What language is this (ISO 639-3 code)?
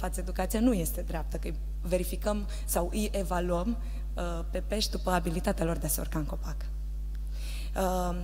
ron